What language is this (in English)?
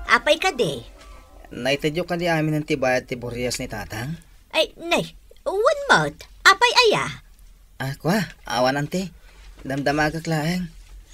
Iloko